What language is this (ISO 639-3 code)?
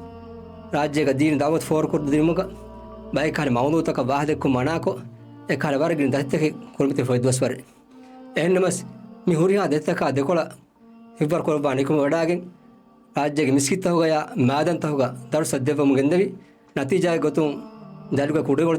div